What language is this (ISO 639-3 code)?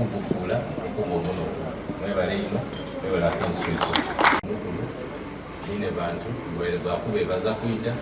xog